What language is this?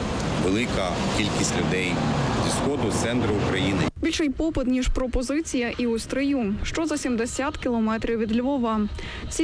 Ukrainian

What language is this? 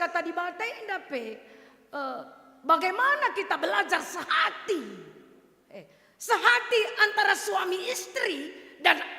Batak Karo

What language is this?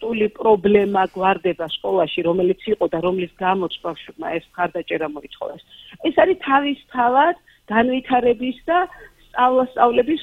Georgian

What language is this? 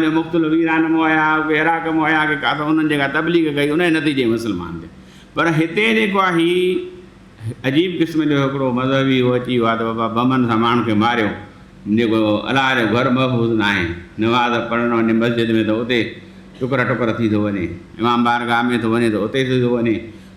Sindhi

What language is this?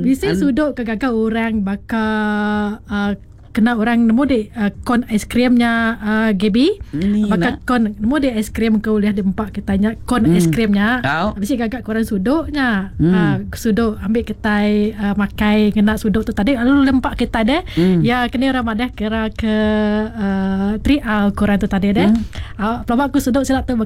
Iban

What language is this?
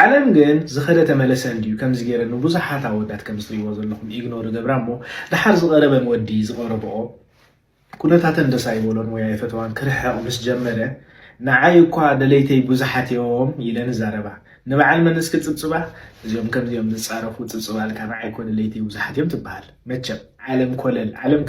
Tigrinya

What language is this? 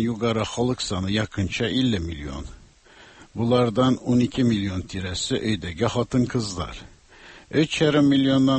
Tatar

